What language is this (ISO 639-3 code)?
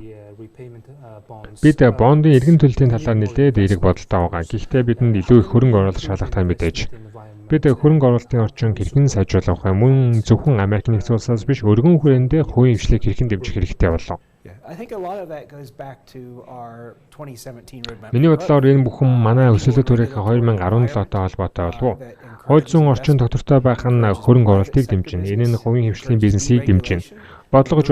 mon